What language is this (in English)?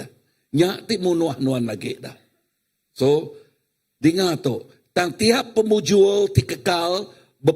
Iban